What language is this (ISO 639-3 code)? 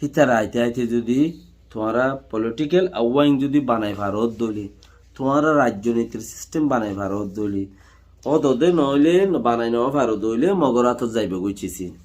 rhg